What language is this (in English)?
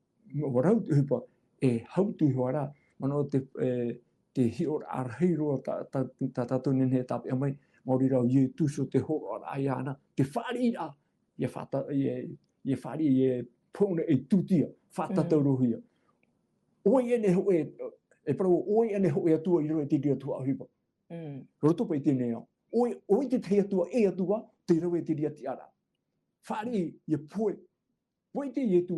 Tahitian